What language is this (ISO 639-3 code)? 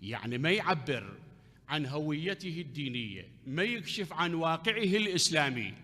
acm